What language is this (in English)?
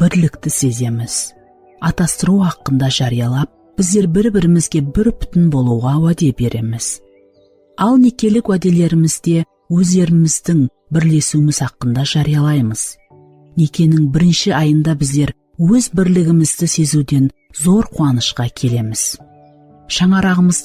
Kara-Kalpak